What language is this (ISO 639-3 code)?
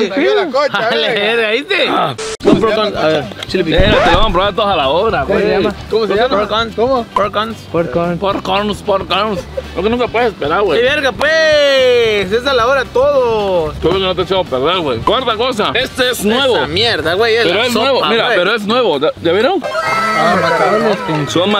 spa